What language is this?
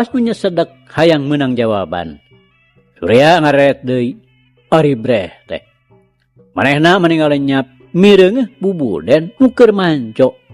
Sundanese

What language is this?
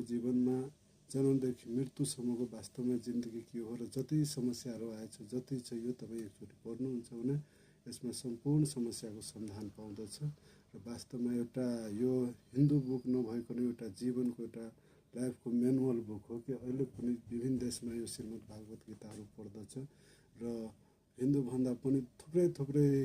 Nepali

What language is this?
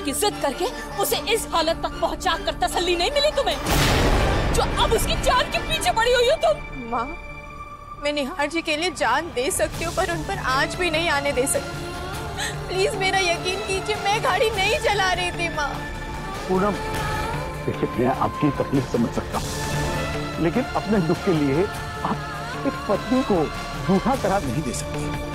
Hindi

